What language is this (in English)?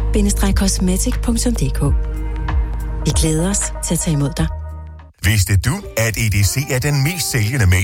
Danish